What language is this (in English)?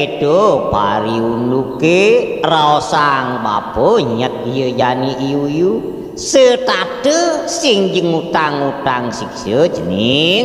Balinese